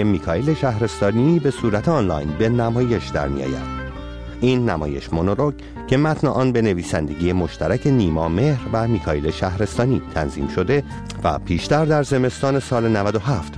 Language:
Persian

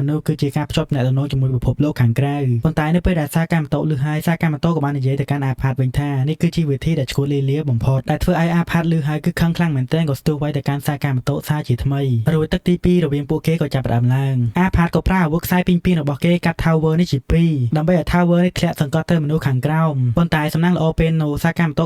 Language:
Khmer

